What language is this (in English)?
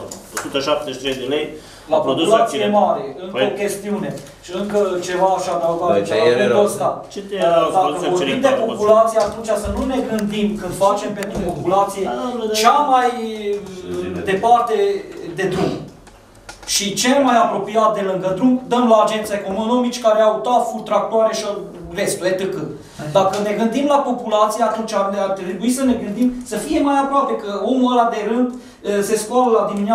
Romanian